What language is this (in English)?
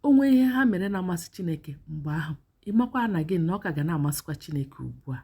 Igbo